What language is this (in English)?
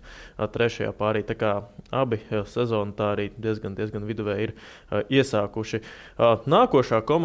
Latvian